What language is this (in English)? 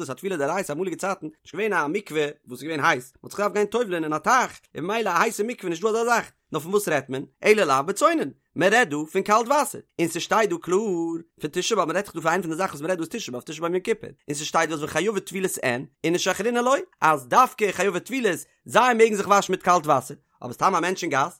Yiddish